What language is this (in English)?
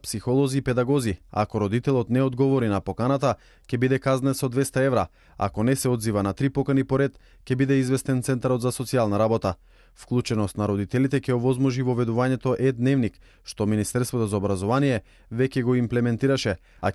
Macedonian